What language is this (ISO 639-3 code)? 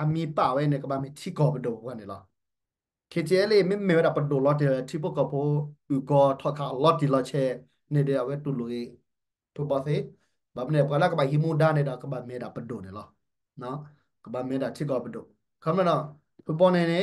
ksw